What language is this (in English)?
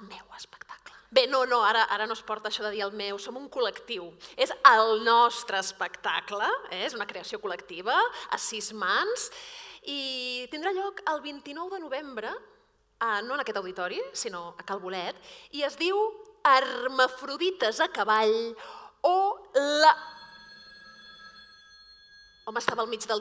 Catalan